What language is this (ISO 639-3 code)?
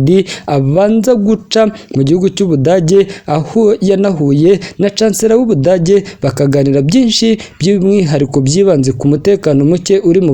kin